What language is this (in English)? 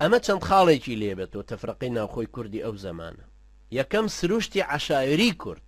Central Kurdish